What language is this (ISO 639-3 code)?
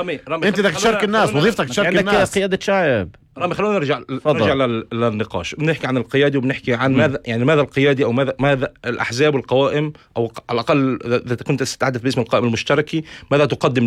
apc